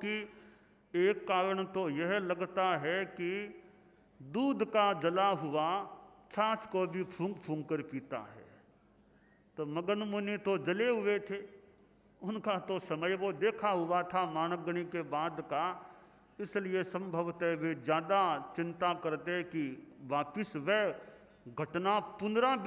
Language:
Hindi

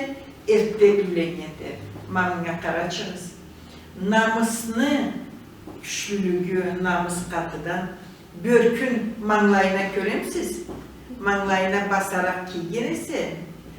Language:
Karachay-Balkar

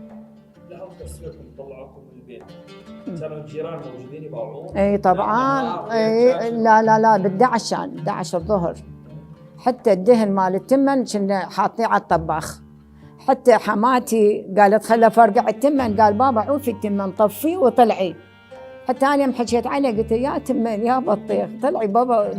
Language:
Mesopotamian Arabic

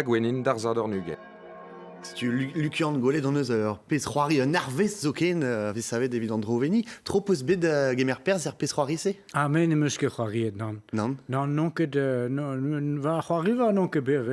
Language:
Breton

